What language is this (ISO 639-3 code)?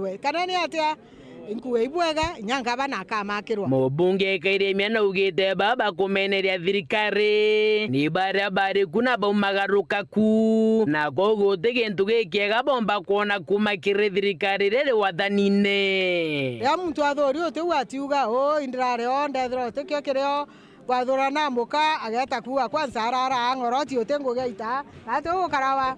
mer